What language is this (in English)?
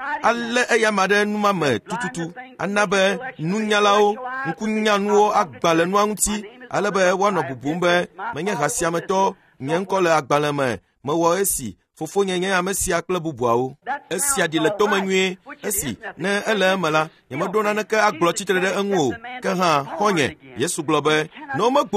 Ewe